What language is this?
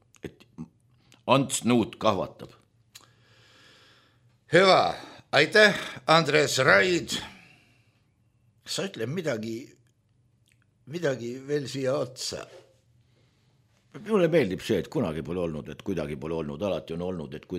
Estonian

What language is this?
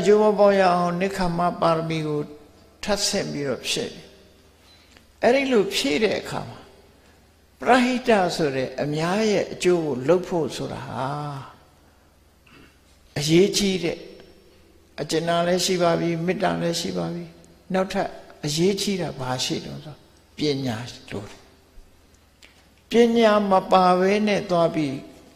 Burmese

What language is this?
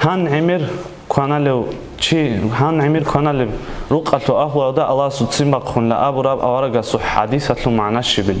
Avaric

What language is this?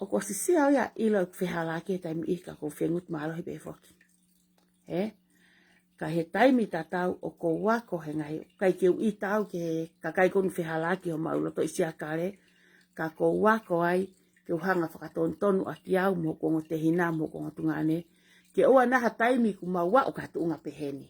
Tongan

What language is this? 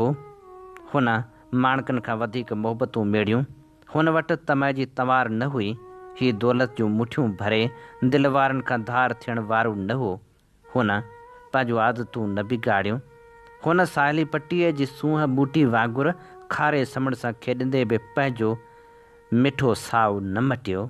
Sindhi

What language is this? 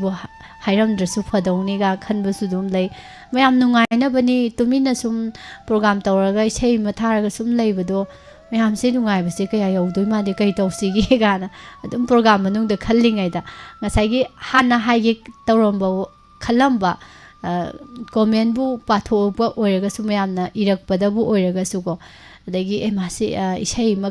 Manipuri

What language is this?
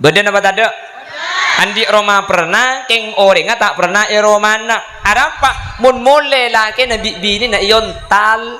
Madurese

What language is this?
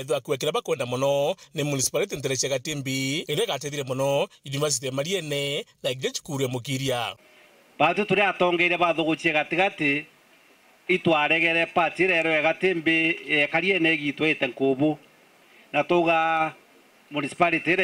Meru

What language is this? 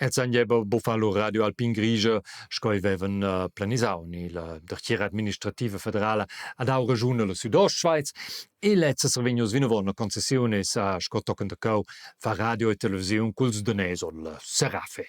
Romansh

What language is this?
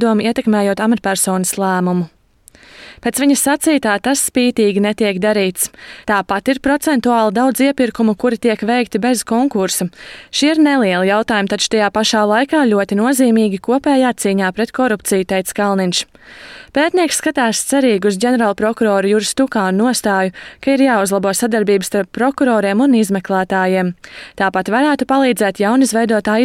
Latvian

